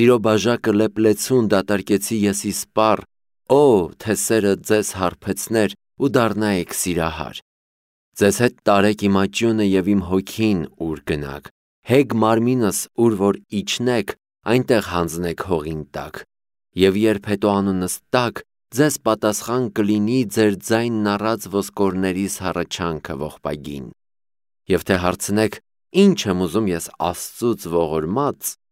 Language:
Armenian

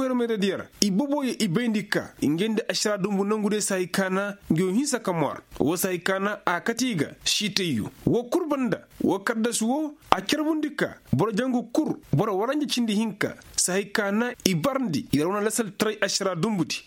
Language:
Koyraboro Senni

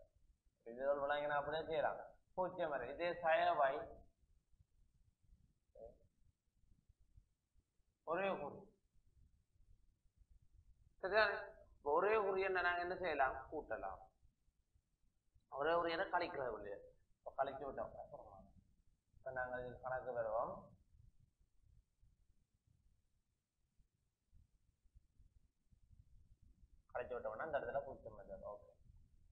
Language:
Tamil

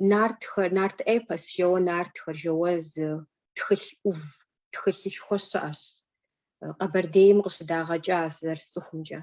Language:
Kabardian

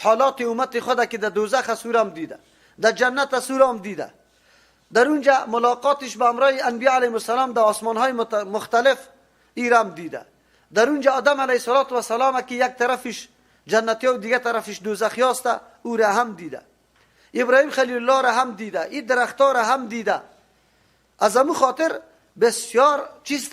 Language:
Persian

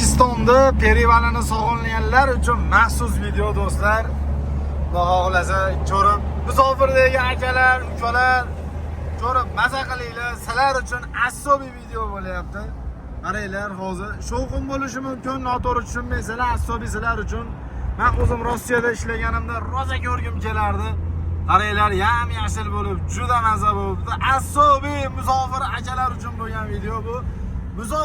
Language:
Uzbek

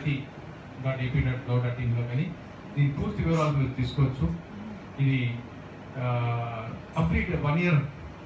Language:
Telugu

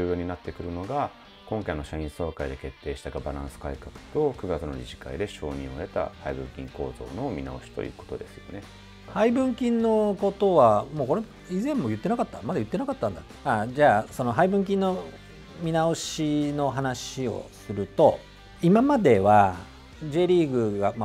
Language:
Japanese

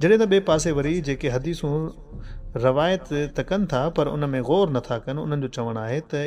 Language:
Sindhi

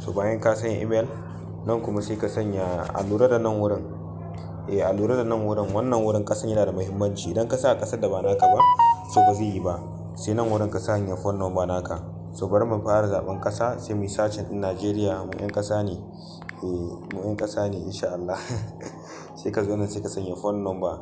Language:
Hausa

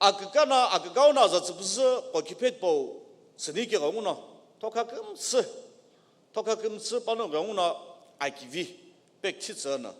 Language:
Sumi Naga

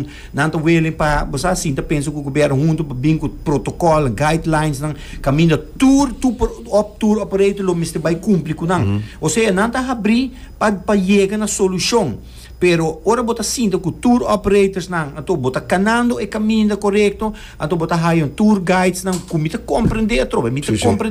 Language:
Papiamento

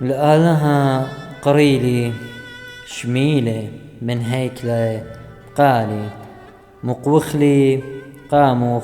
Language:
Assyrian Neo-Aramaic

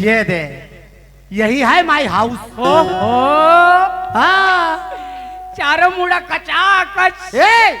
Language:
Chhattisgarhi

